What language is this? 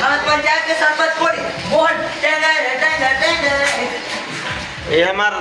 Chhattisgarhi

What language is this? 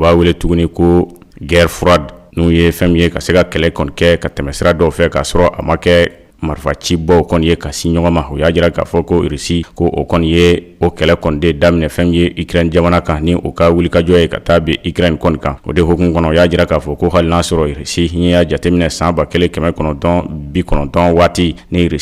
Bambara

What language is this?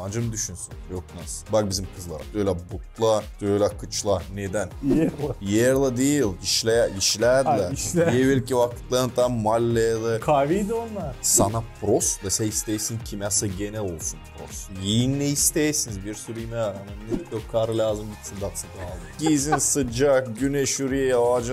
Gagauz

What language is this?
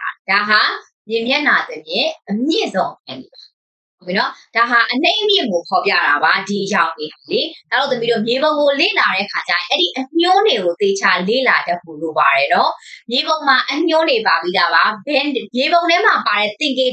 Burmese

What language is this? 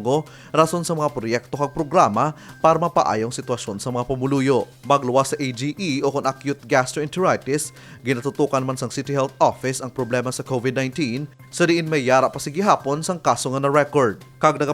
Hiligaynon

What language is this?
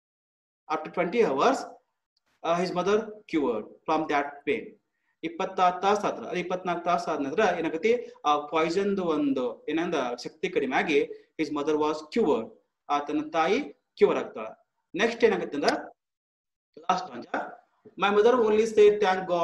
Kannada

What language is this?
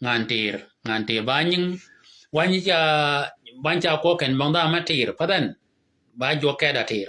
Shilluk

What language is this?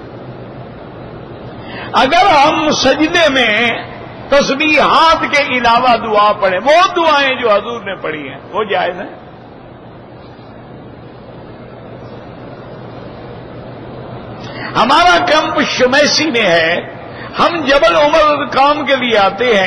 Urdu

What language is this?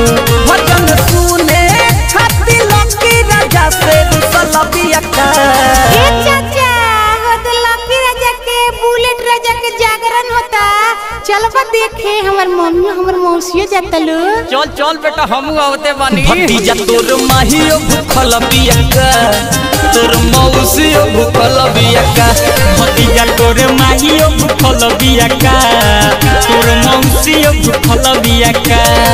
Bhojpuri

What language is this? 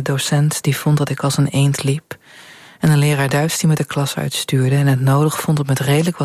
Dutch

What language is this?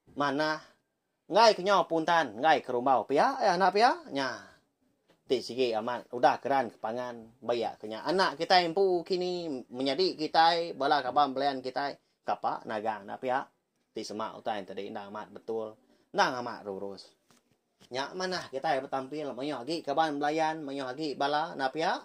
Iban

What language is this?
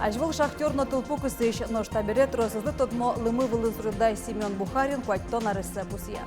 Udmurt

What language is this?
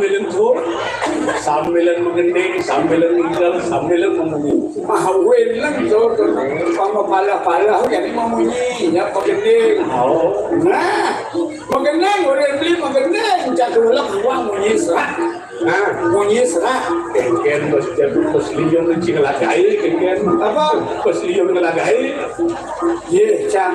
Balinese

